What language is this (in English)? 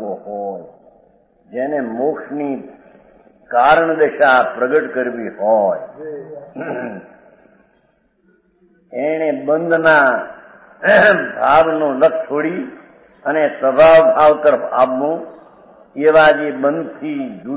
Gujarati